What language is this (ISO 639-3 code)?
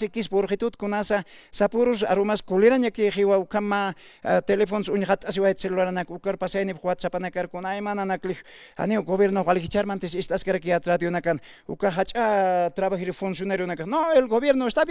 aym